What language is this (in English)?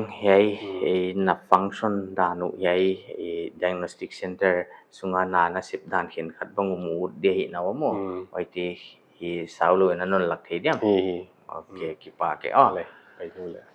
Paite Chin